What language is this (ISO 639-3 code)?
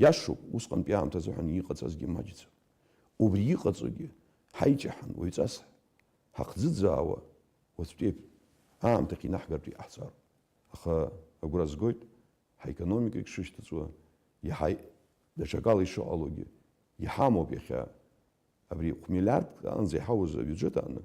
abk